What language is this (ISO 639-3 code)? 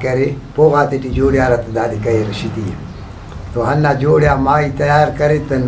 brh